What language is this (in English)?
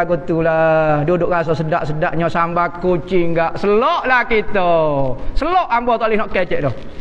Malay